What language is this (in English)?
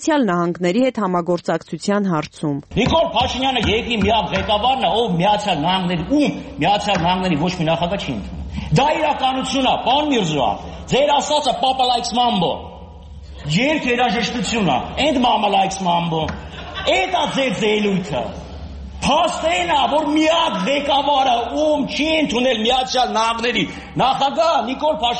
Armenian